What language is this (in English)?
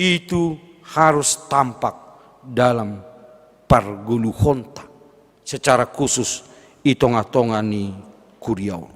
Batak Simalungun